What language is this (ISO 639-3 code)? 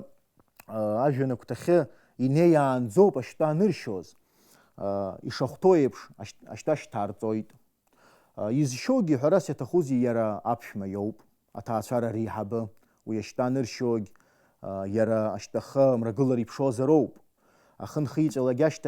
abk